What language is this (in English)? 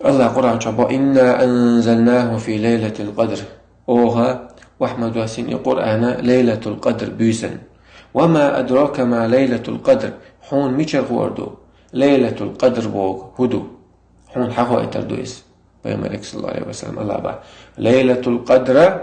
Chechen